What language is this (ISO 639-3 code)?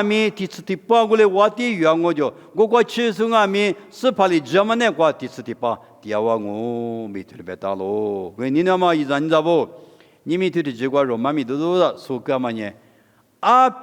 lis